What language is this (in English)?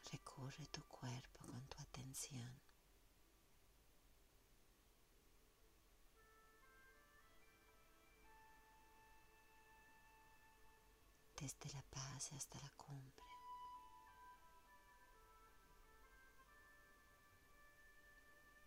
Spanish